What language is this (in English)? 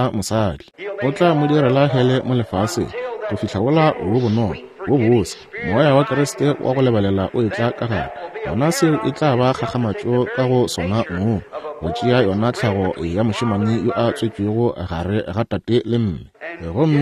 Northern Sotho